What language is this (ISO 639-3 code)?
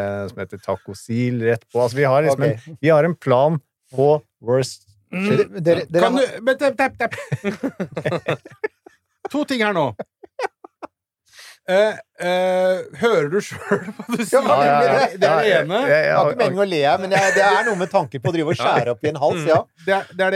nor